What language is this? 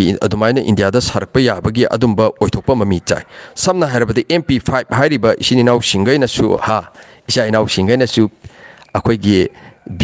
Manipuri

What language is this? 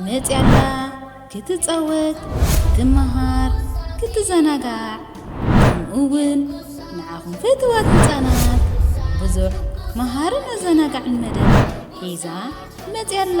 Tigrinya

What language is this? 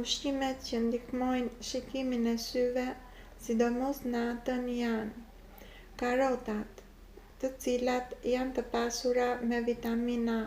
Albanian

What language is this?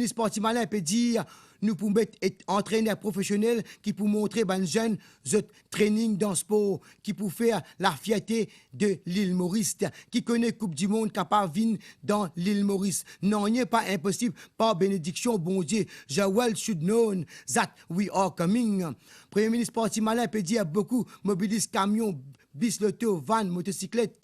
Morisyen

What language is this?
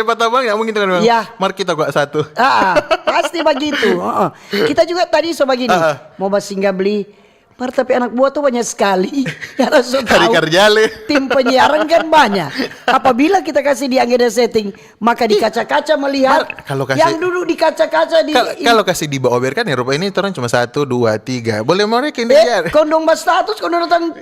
Manado Malay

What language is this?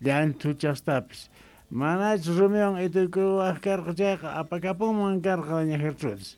Quechua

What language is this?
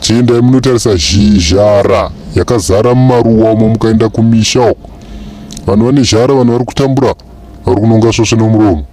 Shona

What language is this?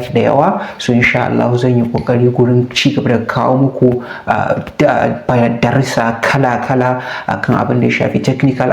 Hausa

